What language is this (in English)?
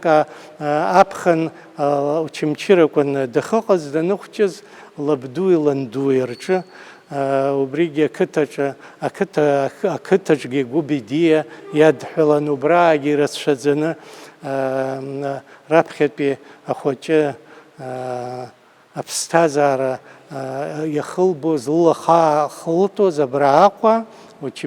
Abkhazian